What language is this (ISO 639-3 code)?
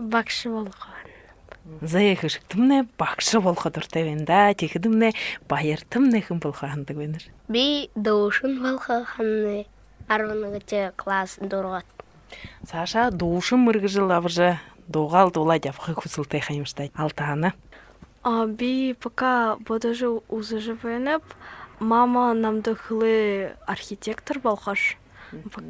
bua